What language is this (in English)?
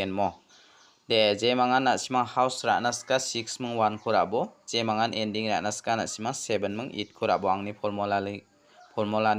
Garo